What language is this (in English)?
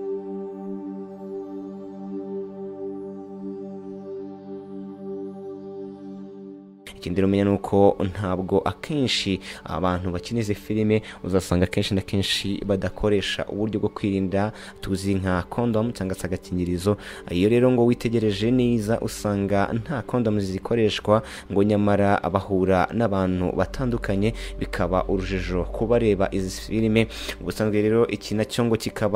Kinyarwanda